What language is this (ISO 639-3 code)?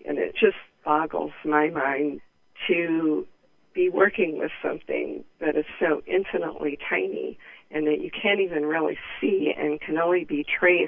eng